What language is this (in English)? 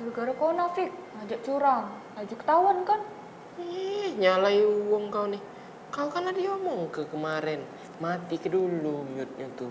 Musi